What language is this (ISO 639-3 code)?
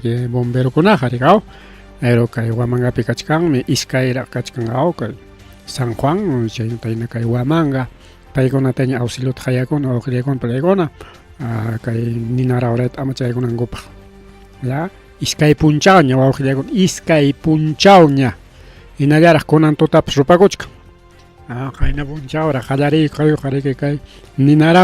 quy